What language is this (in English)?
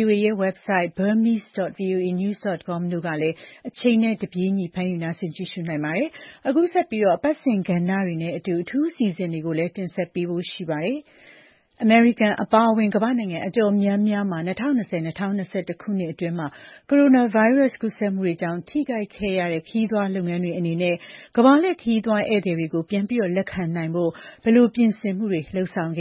Burmese